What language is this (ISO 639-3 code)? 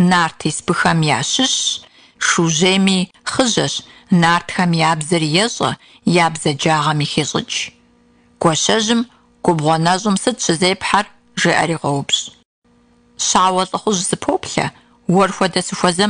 kbd